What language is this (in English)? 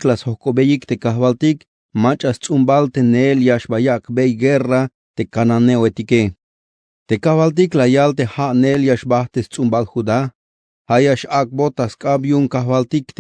Tzeltal